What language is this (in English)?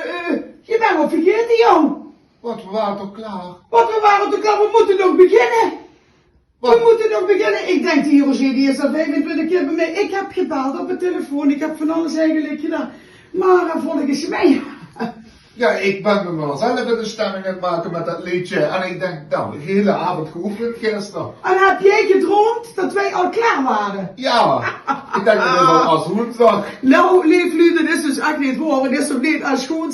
Limburgish